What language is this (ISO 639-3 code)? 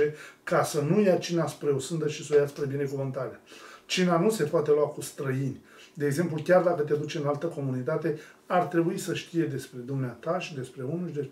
ron